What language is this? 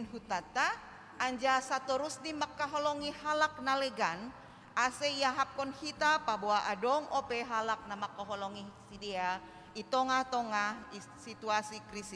Batak Simalungun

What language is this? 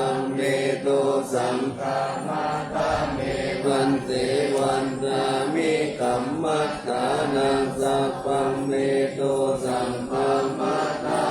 Pali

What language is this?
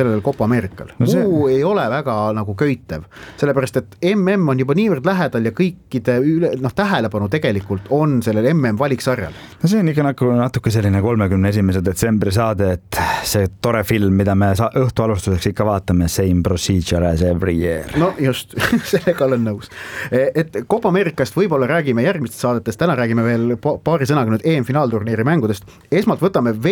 Estonian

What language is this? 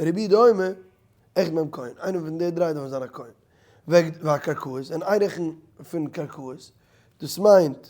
Yiddish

